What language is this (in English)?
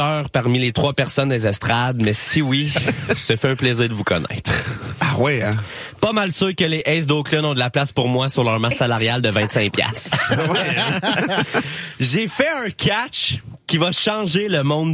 French